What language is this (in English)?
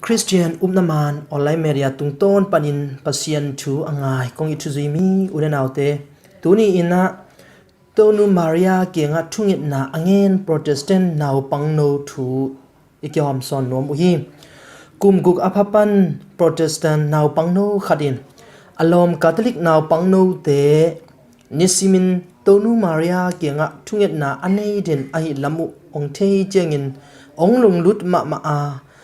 Tedim Chin